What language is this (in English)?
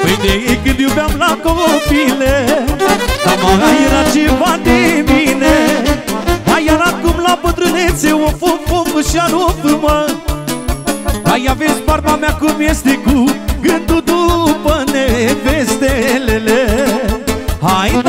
Romanian